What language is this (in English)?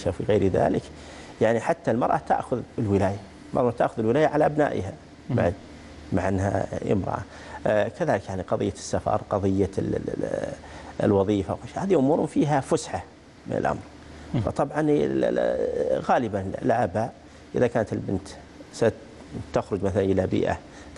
Arabic